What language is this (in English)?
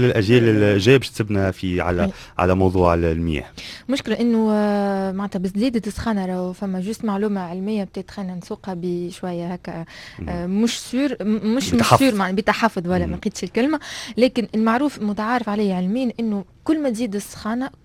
Tunisian Arabic